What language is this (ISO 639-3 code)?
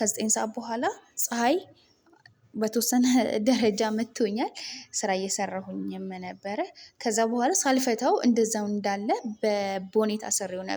amh